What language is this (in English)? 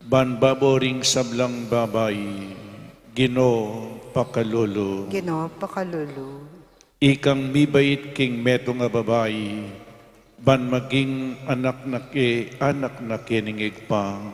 Pampanga